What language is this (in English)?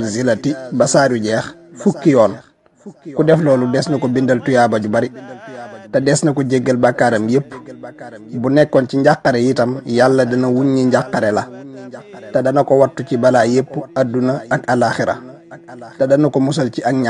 Wolof